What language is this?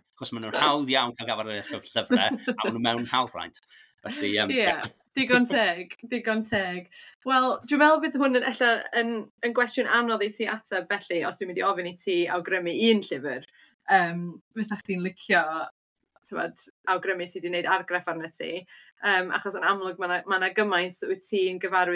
Welsh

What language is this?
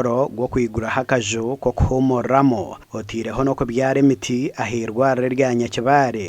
Nyankole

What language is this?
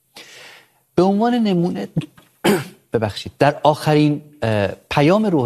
Persian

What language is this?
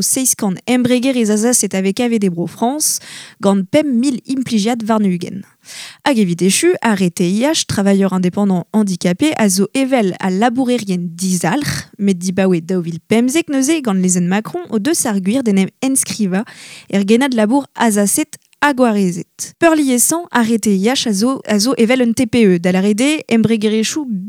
Breton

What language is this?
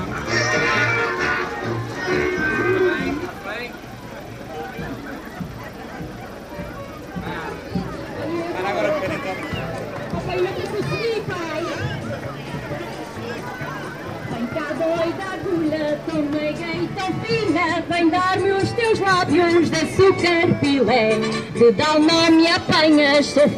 Portuguese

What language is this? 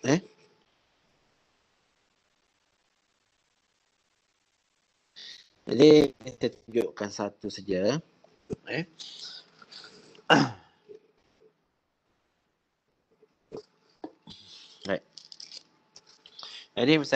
Malay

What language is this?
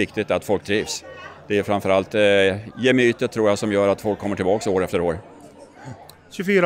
Swedish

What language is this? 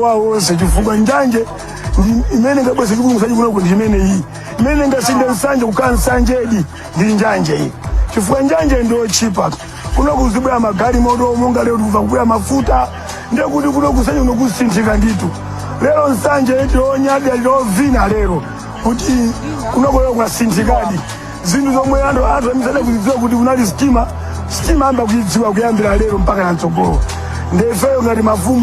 Nyanja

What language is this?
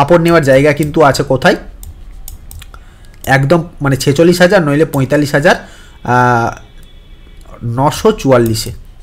Bangla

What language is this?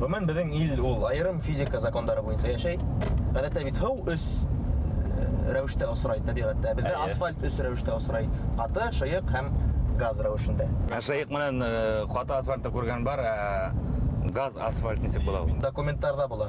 Bashkir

